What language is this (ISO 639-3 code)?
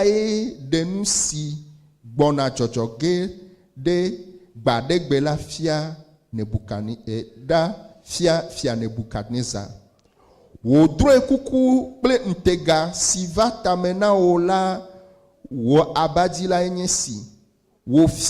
ewe